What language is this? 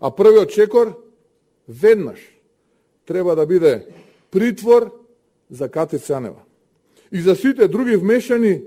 Macedonian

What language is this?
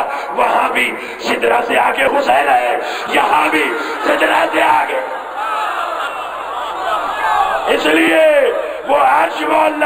Urdu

